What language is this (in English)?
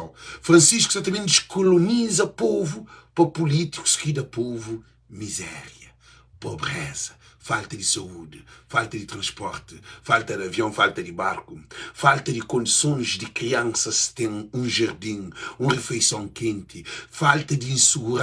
Kabuverdianu